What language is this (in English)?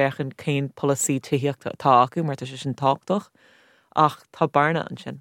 Irish